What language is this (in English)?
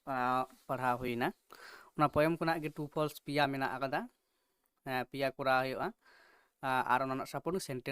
Santali